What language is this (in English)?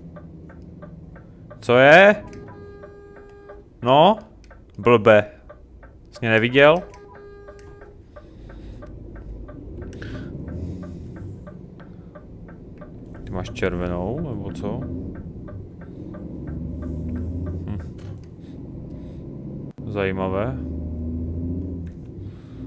Czech